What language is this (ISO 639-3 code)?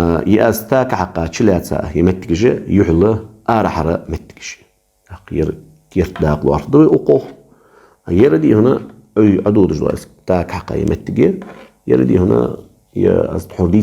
inh